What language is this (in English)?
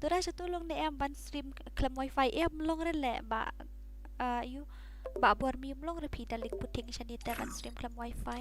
Khasi